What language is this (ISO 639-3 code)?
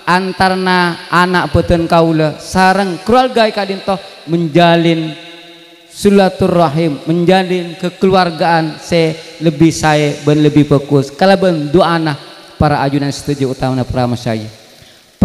mad